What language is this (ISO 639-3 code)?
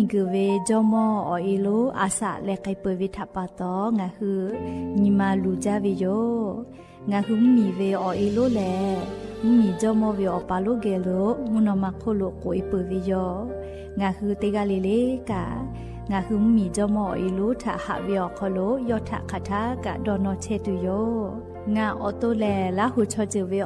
lhu